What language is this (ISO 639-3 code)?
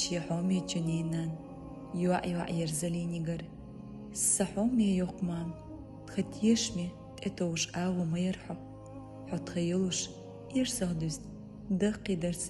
che